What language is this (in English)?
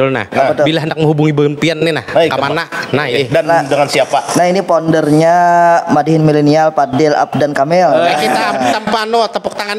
Banjar